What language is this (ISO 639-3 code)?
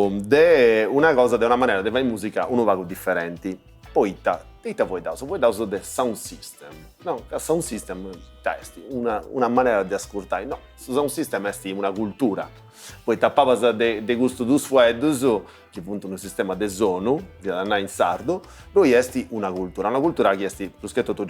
srd